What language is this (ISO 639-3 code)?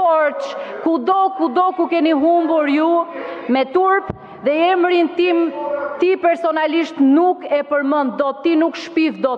sqi